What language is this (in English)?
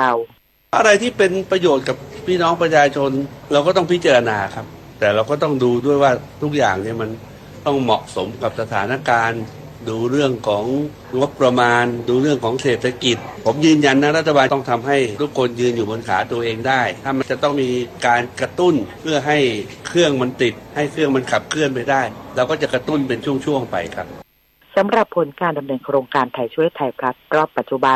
Thai